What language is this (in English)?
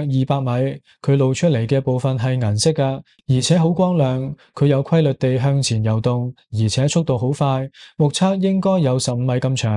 Cantonese